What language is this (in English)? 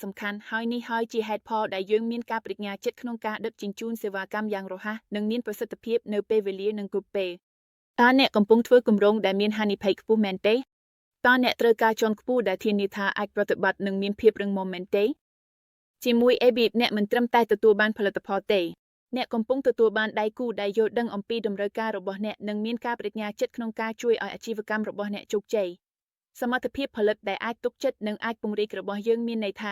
Khmer